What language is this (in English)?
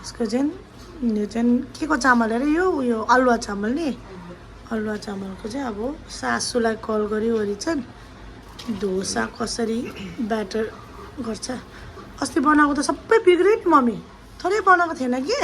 Nepali